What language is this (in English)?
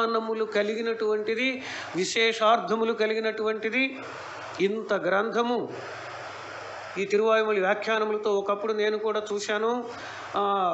Telugu